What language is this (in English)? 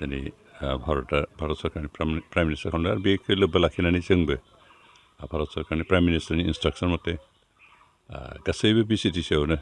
Bodo